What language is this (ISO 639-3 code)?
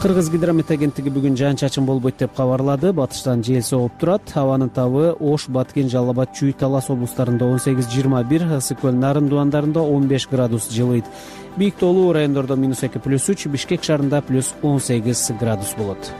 kir